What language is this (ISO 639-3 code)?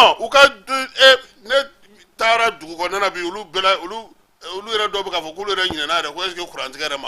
bam